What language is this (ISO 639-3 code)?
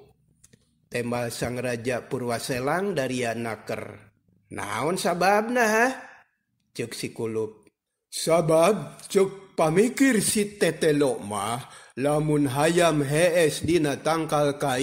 sun